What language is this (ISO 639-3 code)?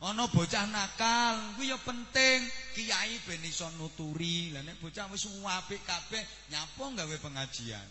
jav